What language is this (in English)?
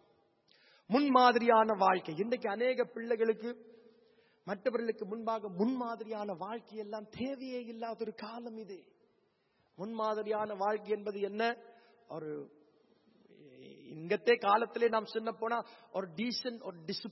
Tamil